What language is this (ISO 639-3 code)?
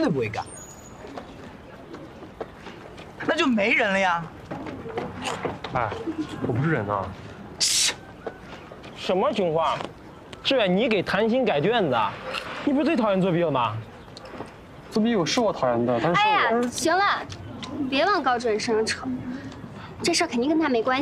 zho